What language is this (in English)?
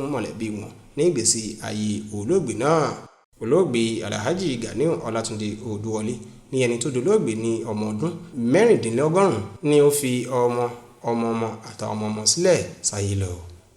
Yoruba